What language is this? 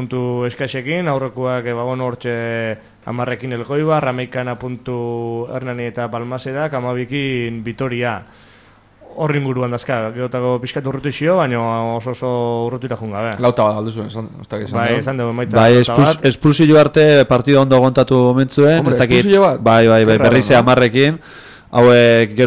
Basque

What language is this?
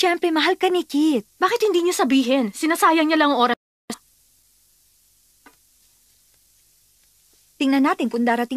Filipino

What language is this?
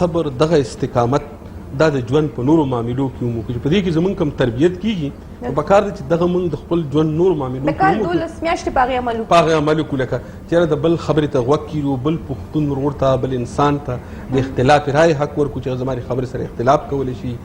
Pashto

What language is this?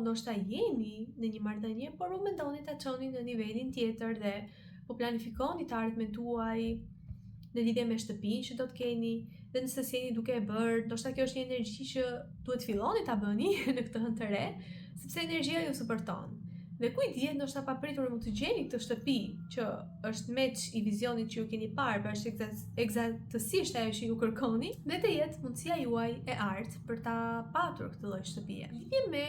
Albanian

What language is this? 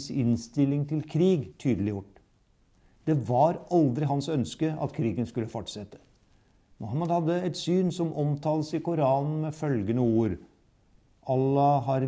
Norwegian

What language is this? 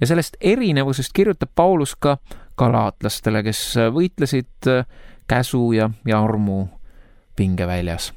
Estonian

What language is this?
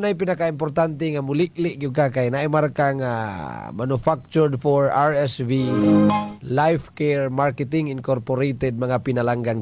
Cebuano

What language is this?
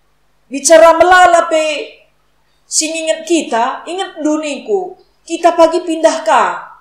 Batak Karo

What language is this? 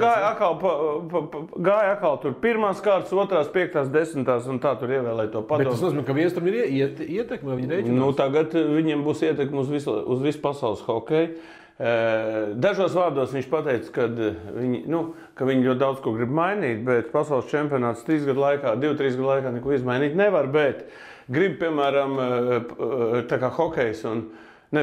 Latvian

